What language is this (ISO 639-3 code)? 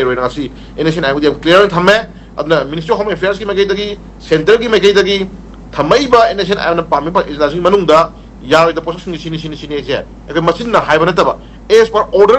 mni